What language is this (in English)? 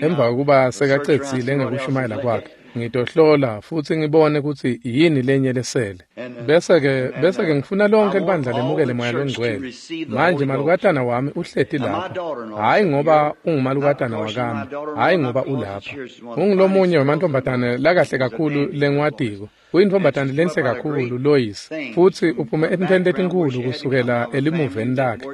Swati